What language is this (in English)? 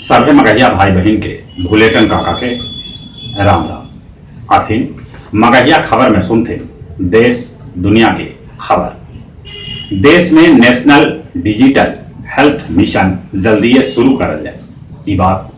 Magahi